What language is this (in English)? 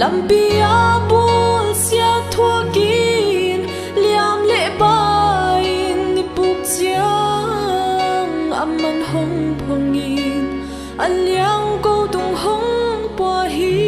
Paite Chin